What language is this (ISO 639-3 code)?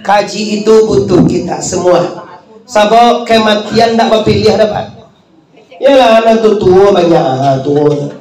min